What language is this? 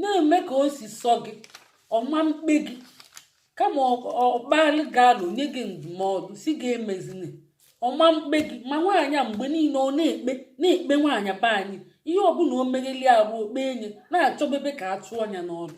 Igbo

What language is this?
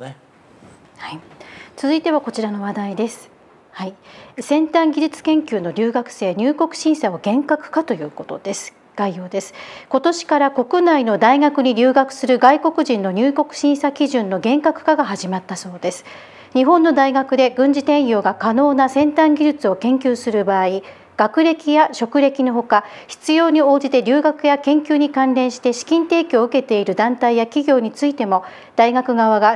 Japanese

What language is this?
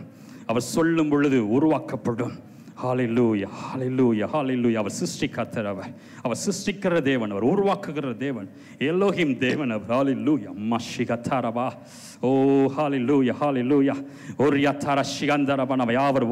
Tamil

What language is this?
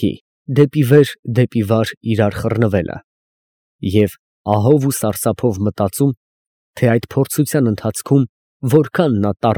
Armenian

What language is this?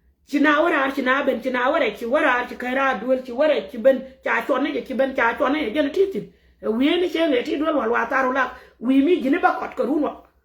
Nuer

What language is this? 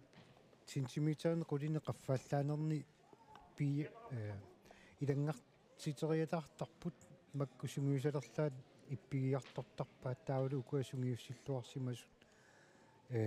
Kalaallisut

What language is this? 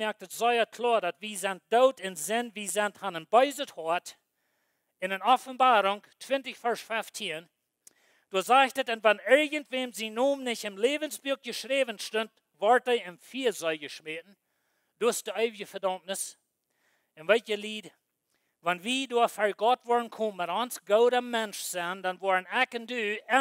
Plautdietsch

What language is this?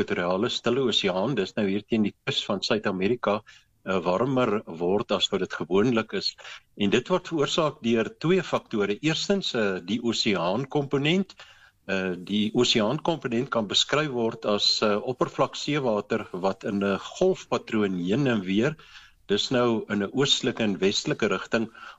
Afrikaans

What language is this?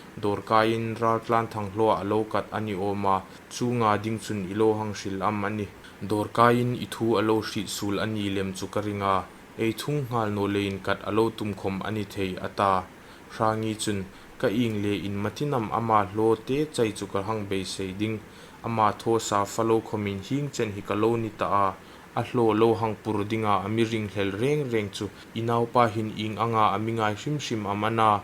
Hmar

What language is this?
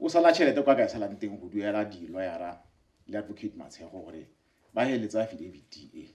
Tswana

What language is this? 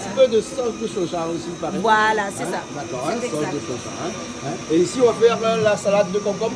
Réunion Creole French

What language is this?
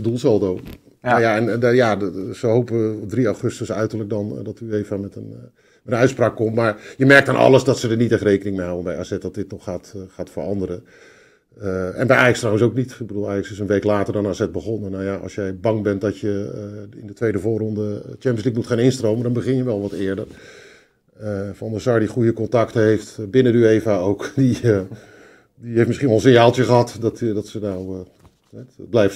Dutch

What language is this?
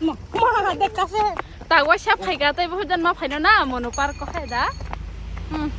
Kok Borok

